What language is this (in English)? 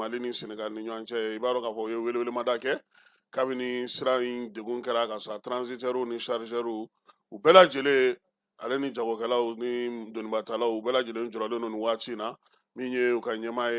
Bambara